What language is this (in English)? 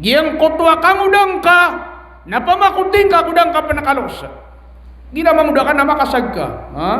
Maranao